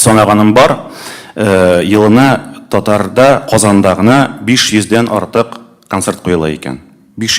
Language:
Tatar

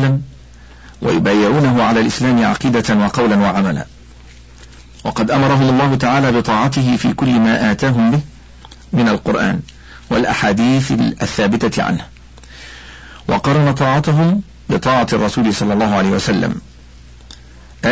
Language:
Arabic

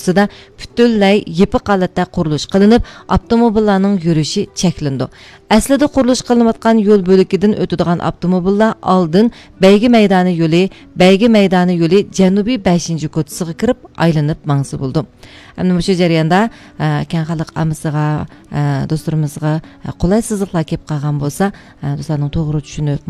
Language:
Uyghur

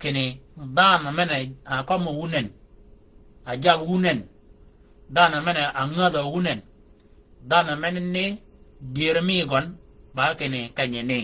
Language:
Shilluk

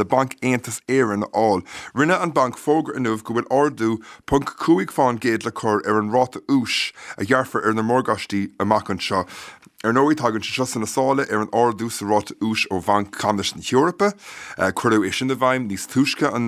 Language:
Irish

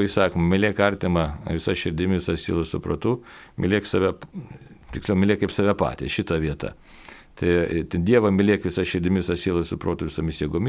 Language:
Lithuanian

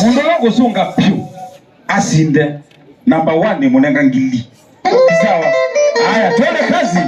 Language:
Kamba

